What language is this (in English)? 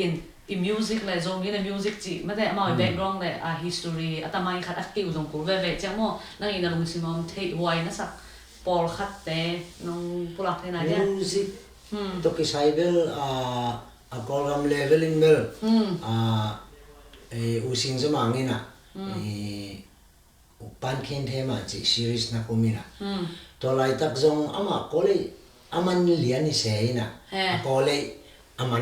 Tedim Chin